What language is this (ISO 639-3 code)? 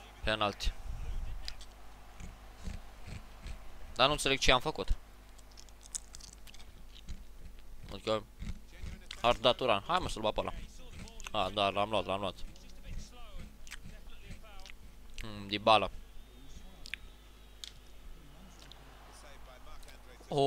ron